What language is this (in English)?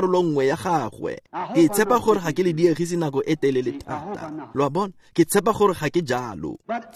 Tswana